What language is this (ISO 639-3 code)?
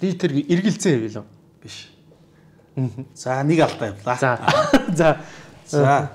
mon